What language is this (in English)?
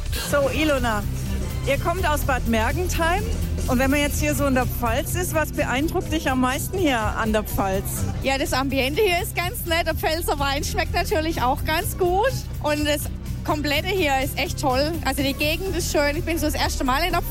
German